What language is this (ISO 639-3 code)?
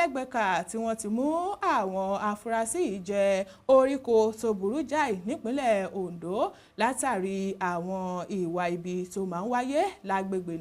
yor